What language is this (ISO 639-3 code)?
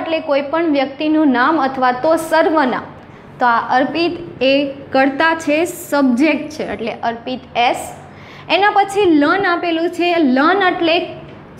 guj